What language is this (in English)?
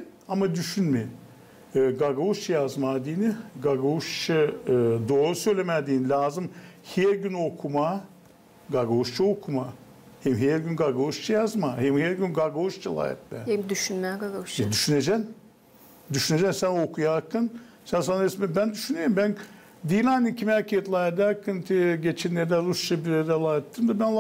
Gagauz